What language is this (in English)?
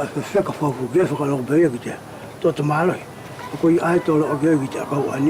Wallisian